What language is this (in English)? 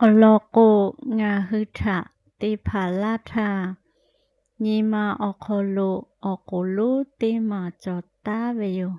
Lahu